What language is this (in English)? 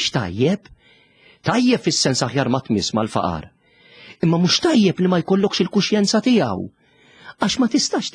Maltese